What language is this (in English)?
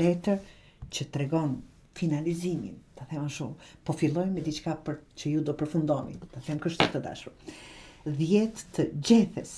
Albanian